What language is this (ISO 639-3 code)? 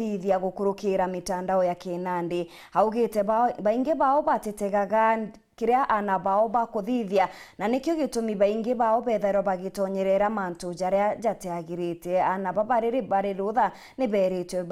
mer